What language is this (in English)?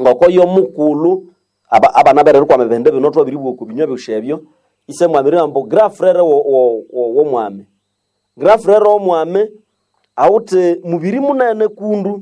Nande